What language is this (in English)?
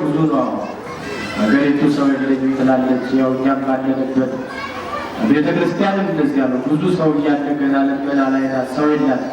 Amharic